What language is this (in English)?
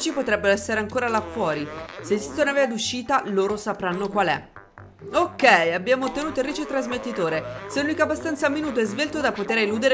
Italian